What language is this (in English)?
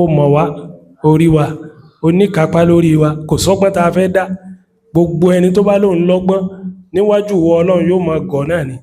Yoruba